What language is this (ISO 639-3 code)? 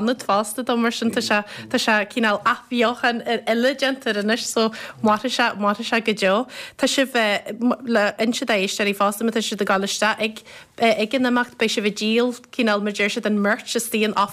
gle